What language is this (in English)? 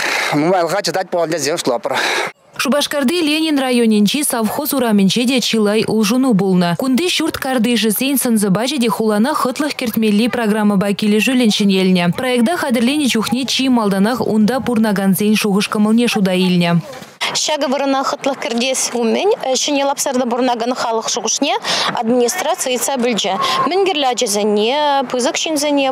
Chuvash